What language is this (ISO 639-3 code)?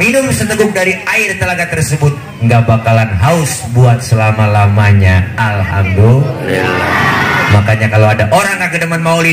bew